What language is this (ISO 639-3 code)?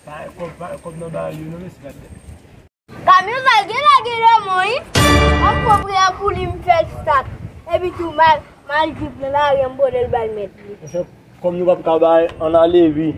hat